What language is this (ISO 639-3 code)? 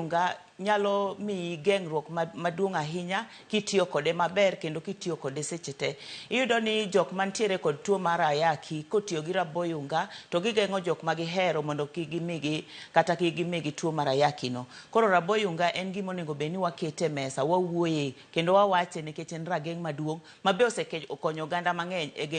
luo